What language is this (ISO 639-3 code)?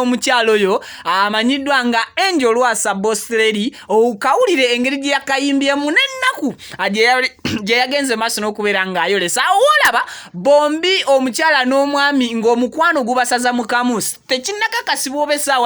lug